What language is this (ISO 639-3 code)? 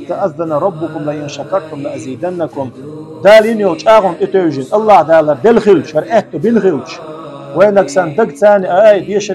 che